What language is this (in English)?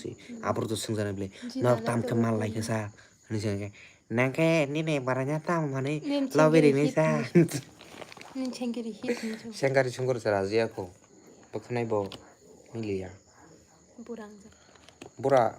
Kok Borok